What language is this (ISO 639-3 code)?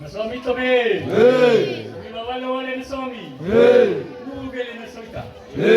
nia